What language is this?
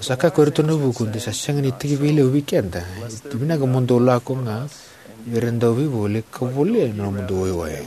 Fijian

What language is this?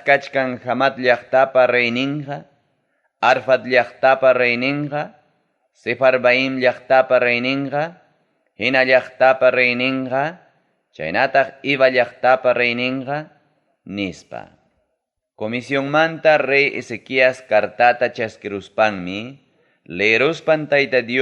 Ayacucho Quechua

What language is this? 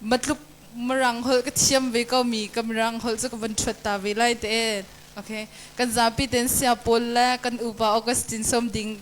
Hakha Chin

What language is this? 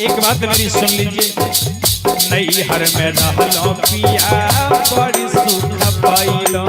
Magahi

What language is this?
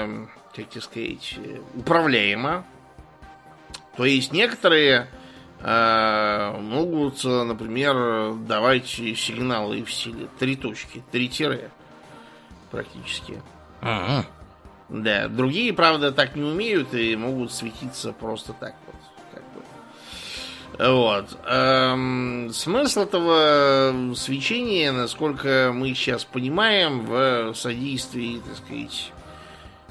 Russian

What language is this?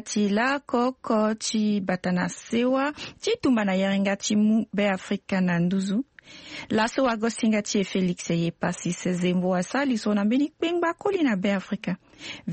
Sango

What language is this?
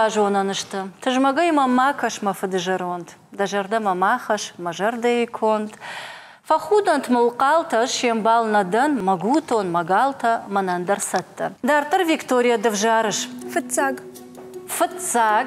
Ossetic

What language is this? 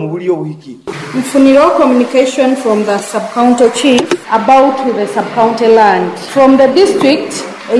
Nyoro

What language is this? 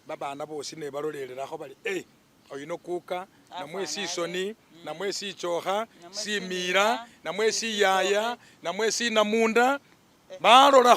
Masaaba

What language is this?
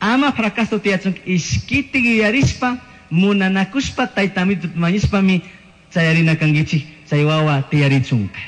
Chimborazo Highland Quichua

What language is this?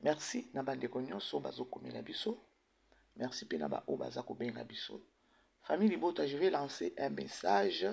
Lingala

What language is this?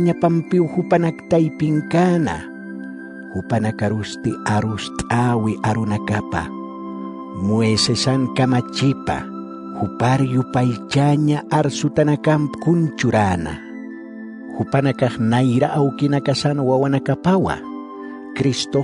Aymara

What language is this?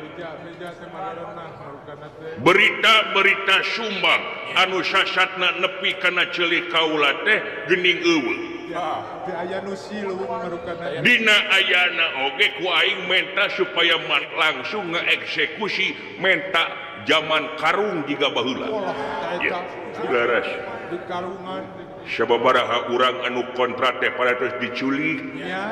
Sundanese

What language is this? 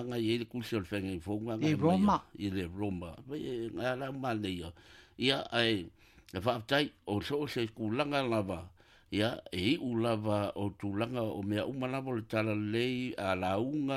Samoan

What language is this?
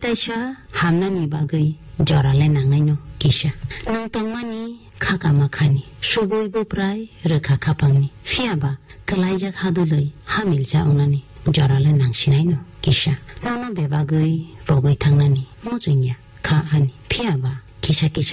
Kok Borok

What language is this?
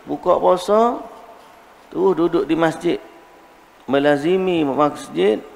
Malay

